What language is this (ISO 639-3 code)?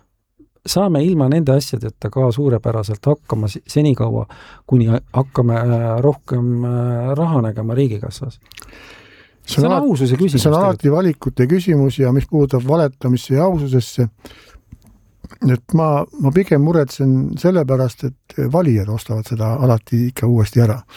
est